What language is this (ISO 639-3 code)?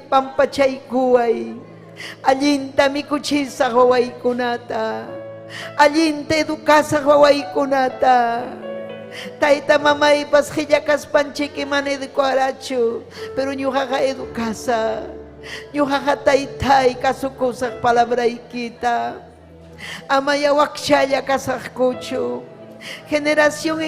quy